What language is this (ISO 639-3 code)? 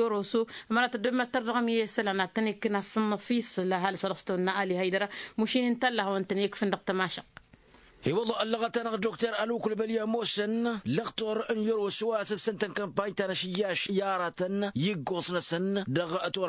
taq